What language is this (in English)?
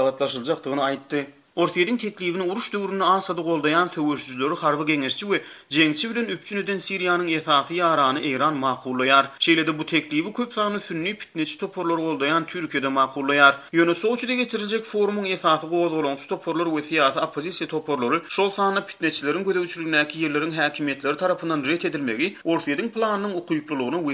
Turkmen